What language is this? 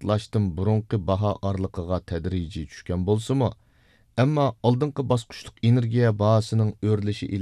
Uyghur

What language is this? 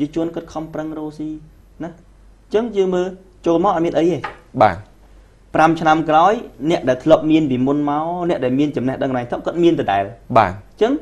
Khmer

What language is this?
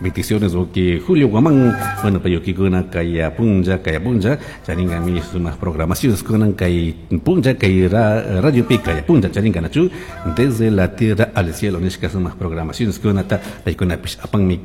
Chimborazo Highland Quichua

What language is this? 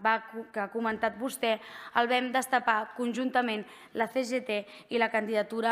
Catalan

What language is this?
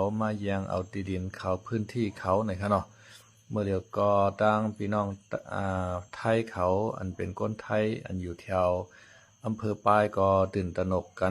Shan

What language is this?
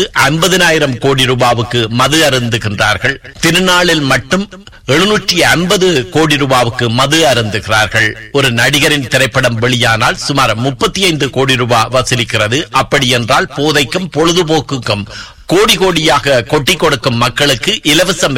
Tamil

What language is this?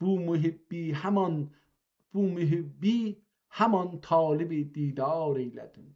South Azerbaijani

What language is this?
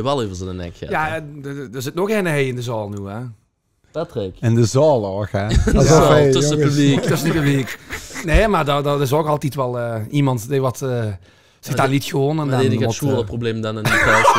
Limburgish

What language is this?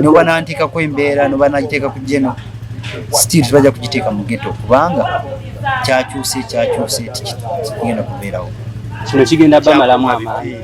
Ganda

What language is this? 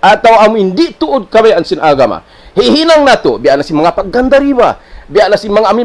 Tausug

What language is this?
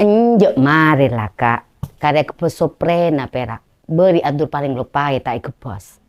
Madurese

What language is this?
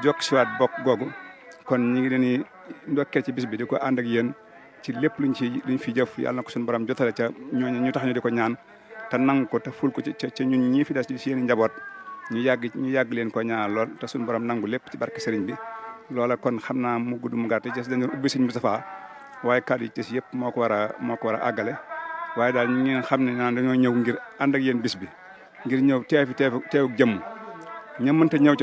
Wolof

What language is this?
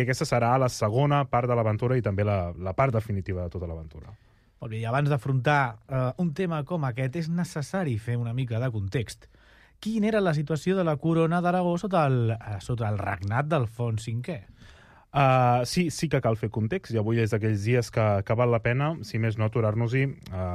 Catalan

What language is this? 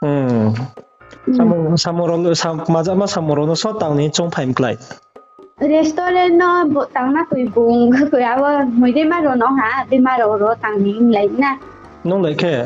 Riang (India)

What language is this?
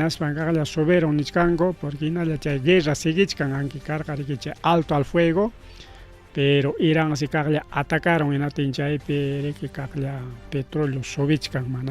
Ayacucho Quechua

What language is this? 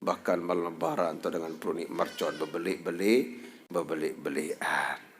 Sasak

